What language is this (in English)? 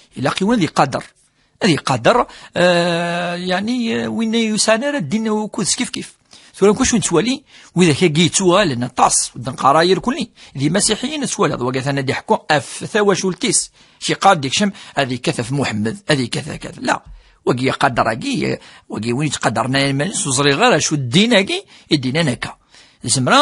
Kabyle